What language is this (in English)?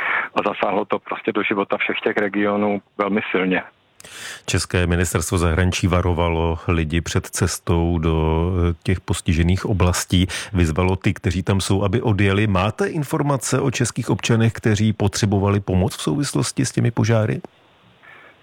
Czech